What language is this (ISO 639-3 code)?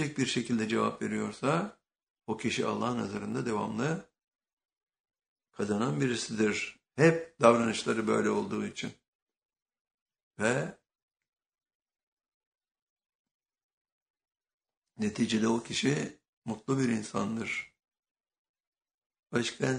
tur